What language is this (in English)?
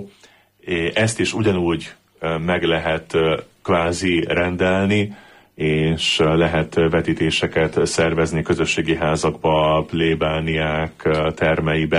Hungarian